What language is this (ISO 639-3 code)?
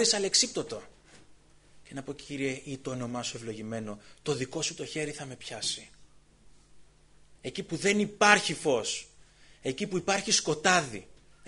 ell